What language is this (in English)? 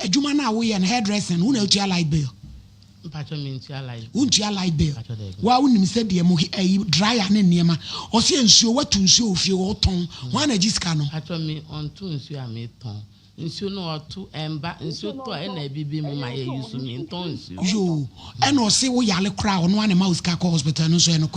Akan